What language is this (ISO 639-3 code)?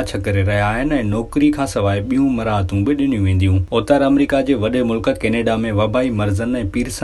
snd